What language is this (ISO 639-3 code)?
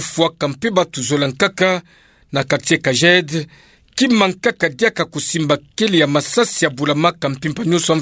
ktu